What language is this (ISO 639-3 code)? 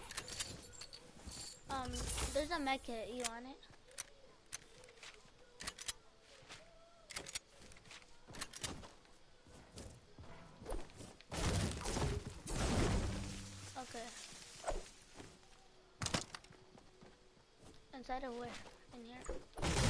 eng